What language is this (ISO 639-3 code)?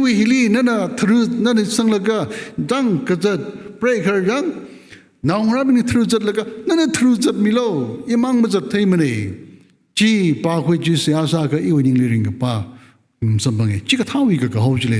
nmf